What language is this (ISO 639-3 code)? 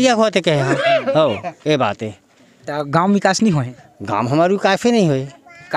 hne